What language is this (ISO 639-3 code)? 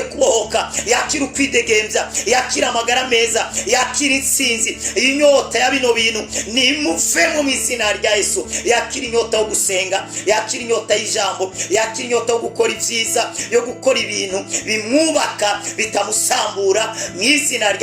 run